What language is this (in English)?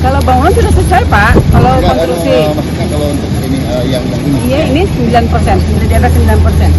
Banjar